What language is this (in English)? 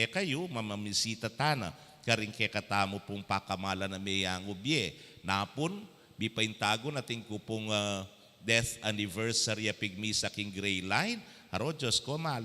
Pampanga